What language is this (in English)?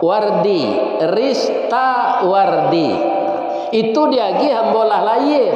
Minangkabau